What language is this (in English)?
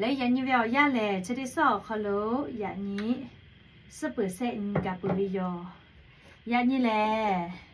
Lahu